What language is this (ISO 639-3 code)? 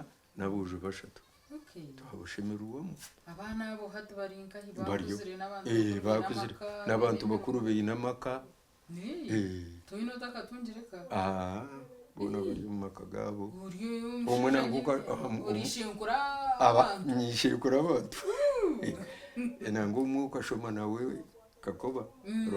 nyn